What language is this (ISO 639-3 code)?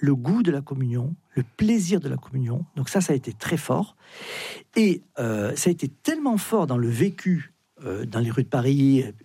fra